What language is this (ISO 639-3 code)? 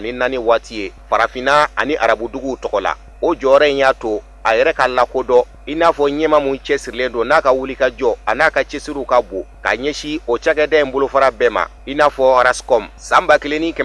bam